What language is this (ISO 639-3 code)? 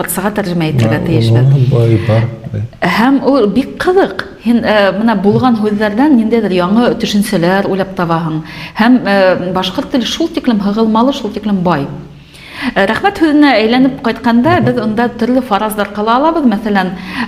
bak